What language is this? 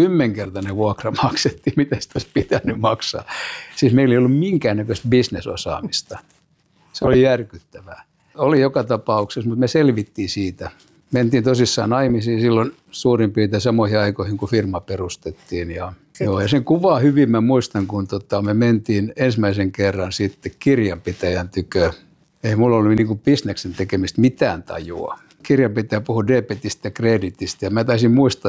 Finnish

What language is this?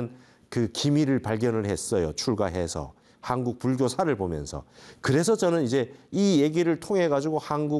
Korean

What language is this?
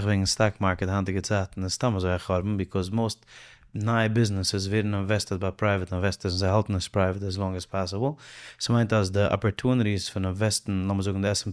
Yiddish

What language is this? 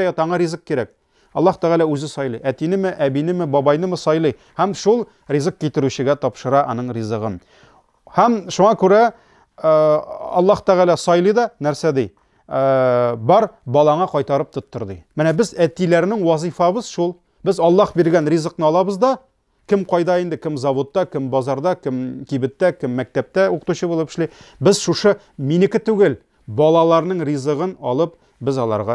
Tatar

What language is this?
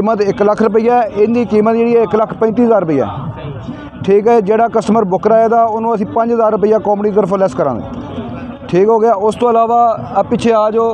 Punjabi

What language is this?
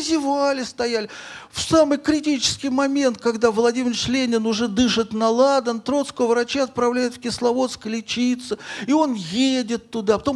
Russian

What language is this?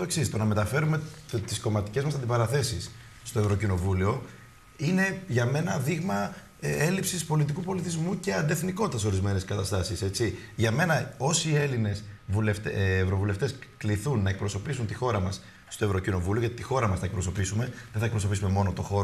Greek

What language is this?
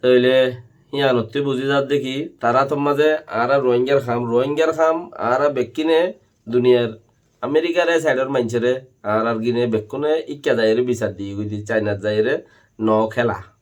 Rohingya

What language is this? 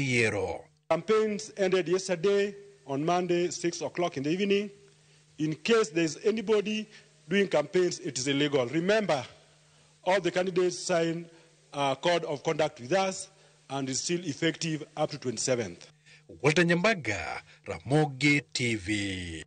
Luo (Kenya and Tanzania)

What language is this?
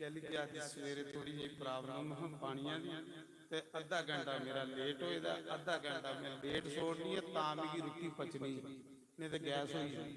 Dogri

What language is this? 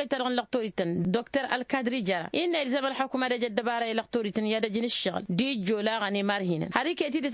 Tamasheq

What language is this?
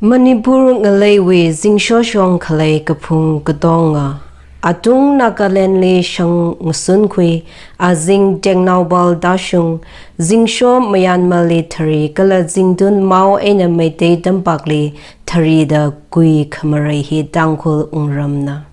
Tangkhul Naga (India)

